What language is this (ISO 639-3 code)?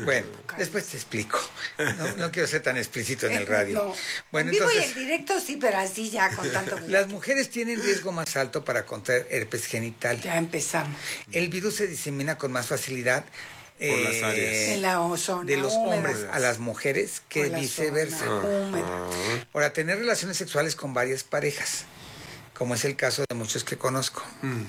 spa